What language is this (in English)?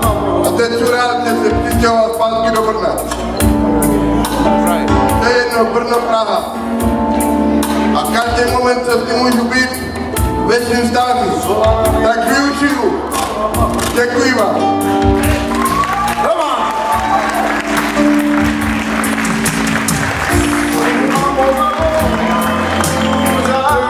Czech